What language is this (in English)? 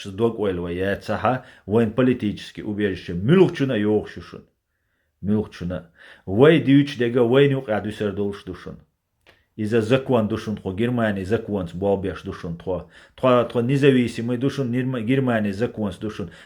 Chechen